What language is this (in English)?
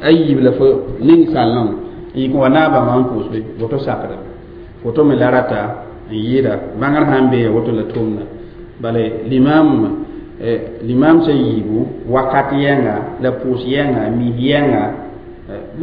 Mossi